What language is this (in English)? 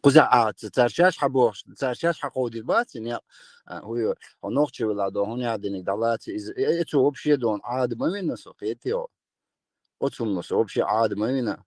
Chechen